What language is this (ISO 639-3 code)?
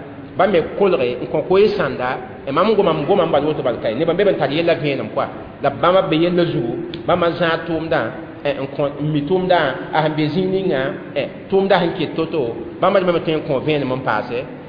mos